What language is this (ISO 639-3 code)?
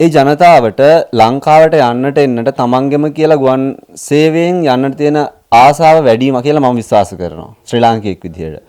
sin